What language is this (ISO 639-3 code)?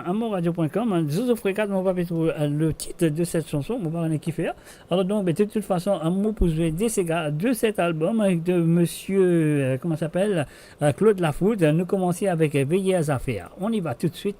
mfe